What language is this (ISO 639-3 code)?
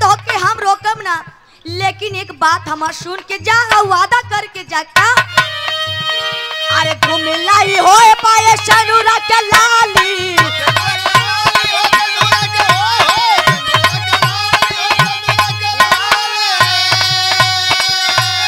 bho